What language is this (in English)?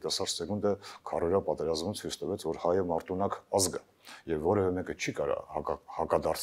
Armenian